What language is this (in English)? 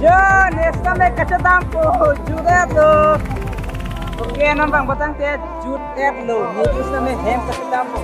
Karbi